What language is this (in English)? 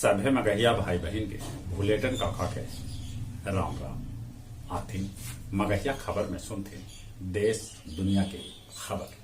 Magahi